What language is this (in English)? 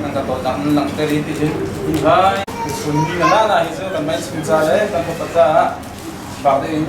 Hakha Chin